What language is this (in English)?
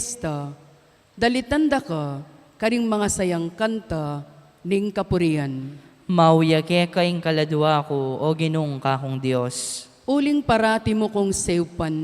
Pampanga